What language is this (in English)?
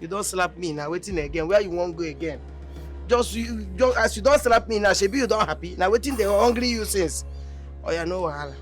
Nigerian Pidgin